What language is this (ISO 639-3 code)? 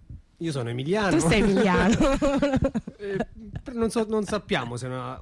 ita